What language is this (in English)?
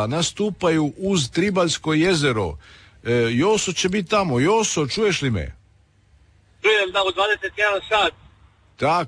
Croatian